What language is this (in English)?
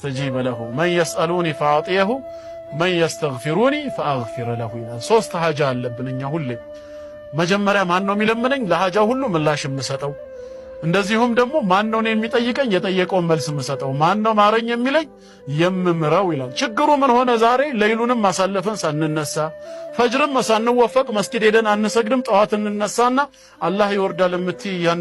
Amharic